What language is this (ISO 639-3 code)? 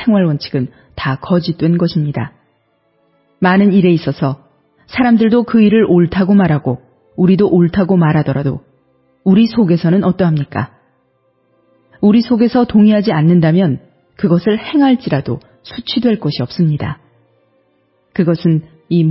kor